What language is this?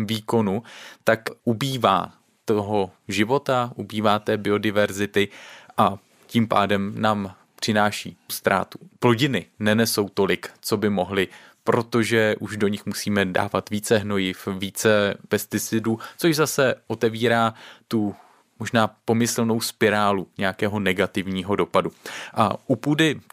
Czech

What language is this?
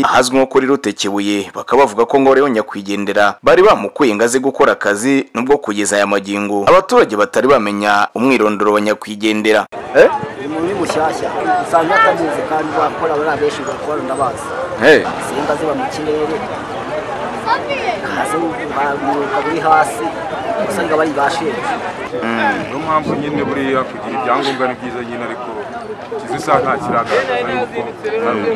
Kinyarwanda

